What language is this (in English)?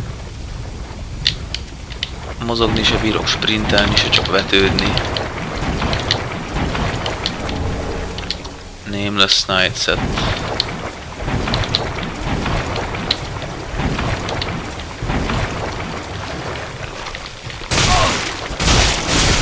Hungarian